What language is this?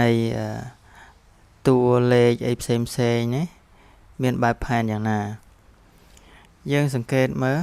Khmer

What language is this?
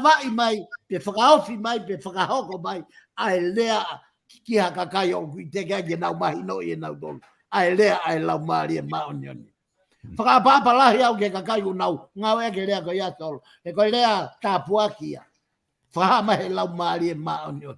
Tongan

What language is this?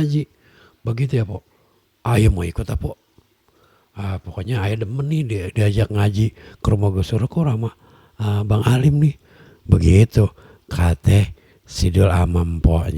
Betawi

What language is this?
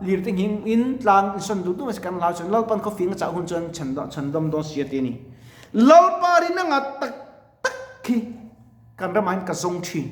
Mizo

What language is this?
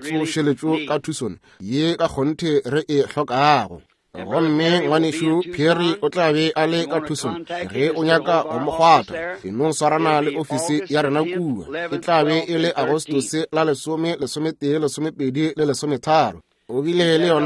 Northern Sotho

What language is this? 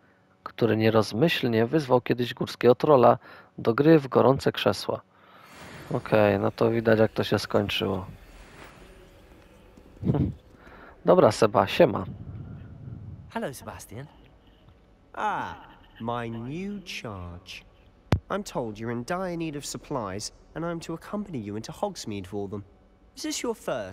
Polish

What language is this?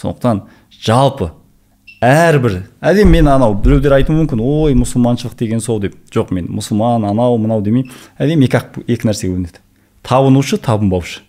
Kazakh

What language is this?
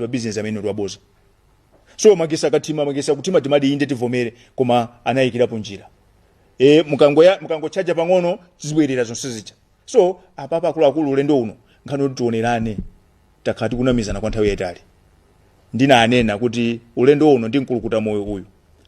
Nyanja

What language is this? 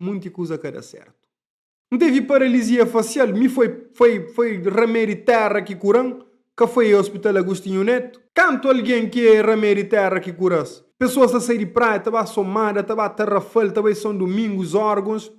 Kabuverdianu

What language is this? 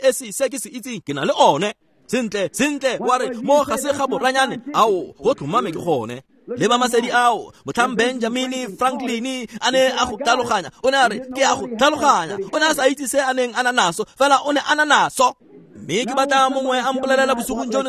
Tswana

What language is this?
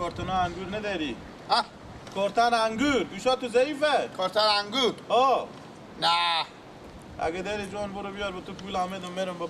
Persian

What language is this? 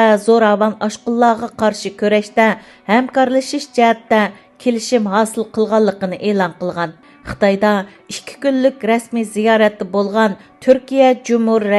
Uyghur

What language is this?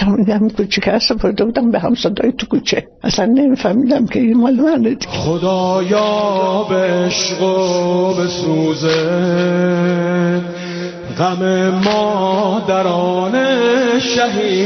Persian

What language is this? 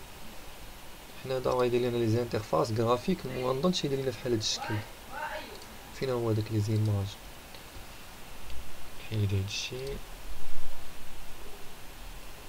Moroccan Arabic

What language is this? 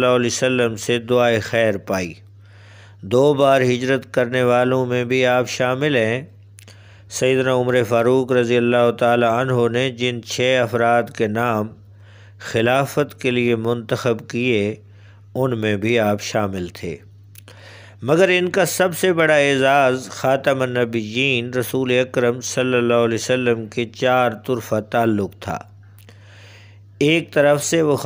Urdu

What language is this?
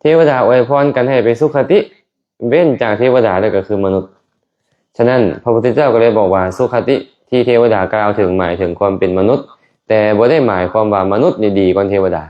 Lao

